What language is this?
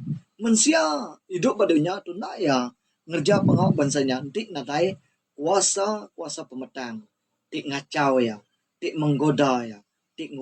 Iban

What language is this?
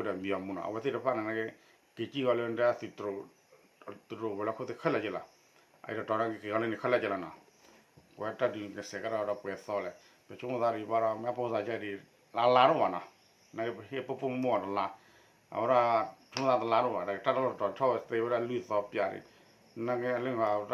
S'gaw Karen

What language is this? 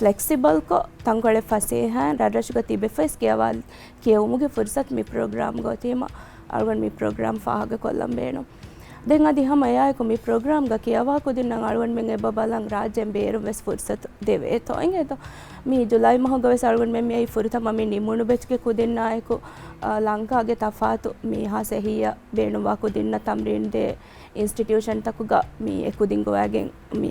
Divehi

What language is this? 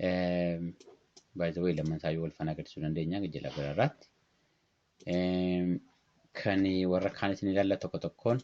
Oromo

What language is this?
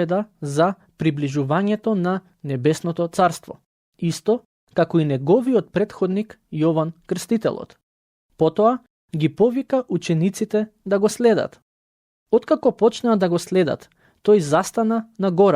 Macedonian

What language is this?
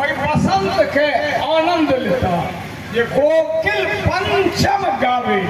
Maithili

